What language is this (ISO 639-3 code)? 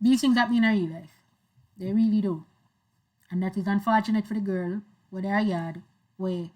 jam